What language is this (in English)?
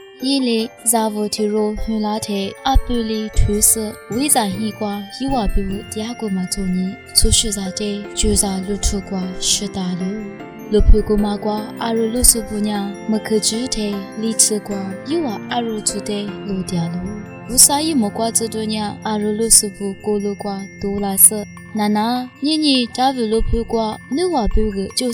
Lisu